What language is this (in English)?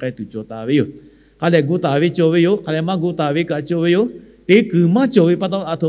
Lahu